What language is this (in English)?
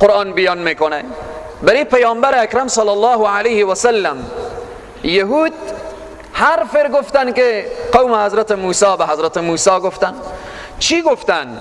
Persian